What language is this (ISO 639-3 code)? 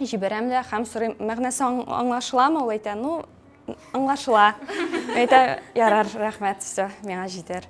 tat